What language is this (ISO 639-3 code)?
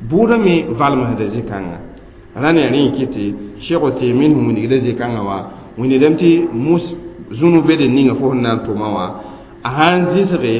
mos